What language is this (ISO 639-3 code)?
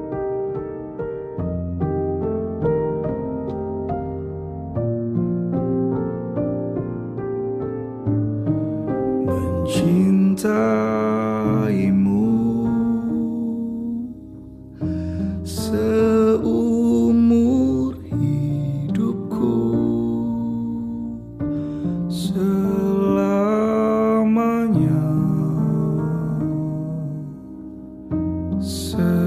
ind